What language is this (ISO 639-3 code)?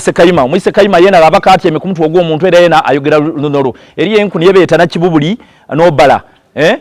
xog